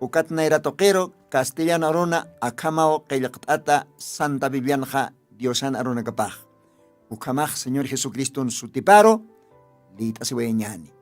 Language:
Aymara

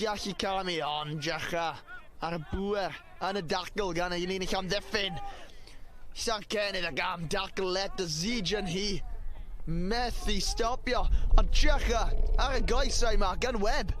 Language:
Welsh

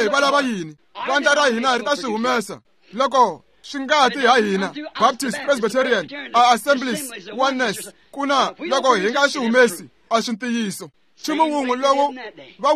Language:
Tsonga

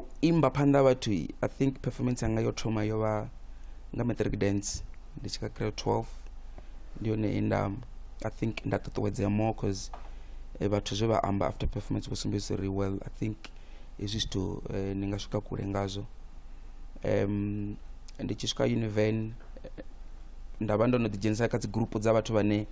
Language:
Venda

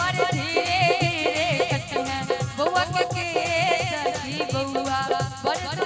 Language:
Maithili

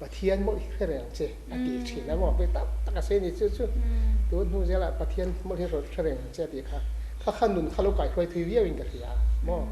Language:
Mizo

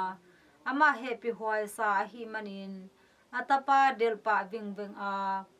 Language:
Tedim Chin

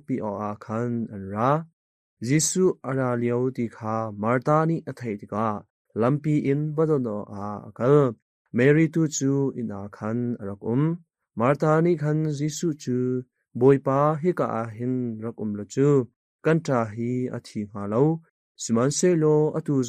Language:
Hakha Chin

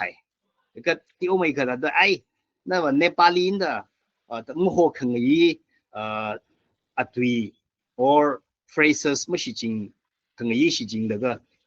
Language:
Tangkhul Naga (India)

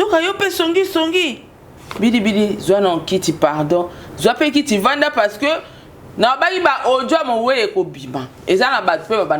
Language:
Lingala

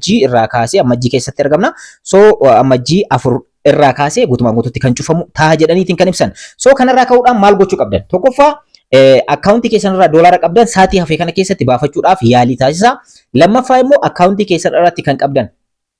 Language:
Oromo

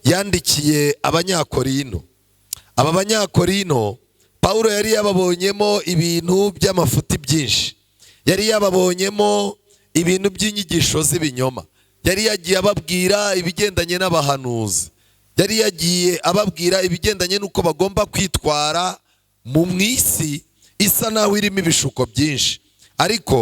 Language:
Kinyarwanda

